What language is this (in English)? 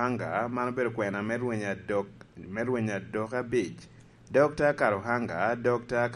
Lango (Uganda)